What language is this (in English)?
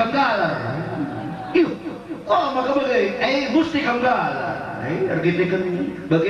Batak Karo